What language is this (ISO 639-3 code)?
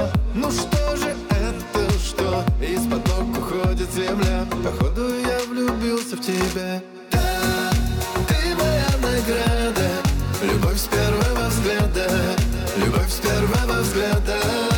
rus